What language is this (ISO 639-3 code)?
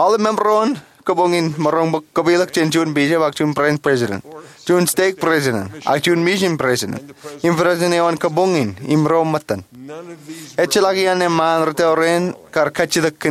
mah